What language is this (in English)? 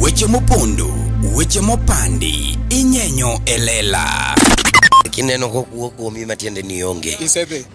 Luo (Kenya and Tanzania)